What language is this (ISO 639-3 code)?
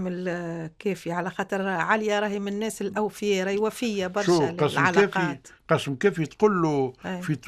aeb